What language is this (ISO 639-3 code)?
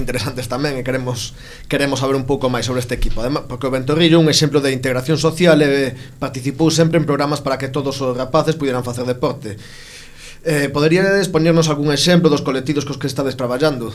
glg